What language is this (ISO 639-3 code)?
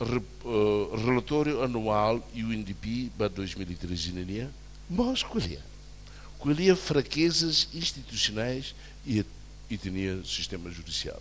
tet